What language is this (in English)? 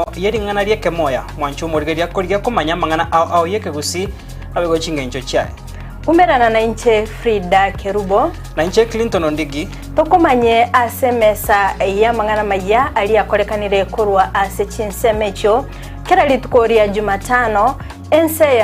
Gusii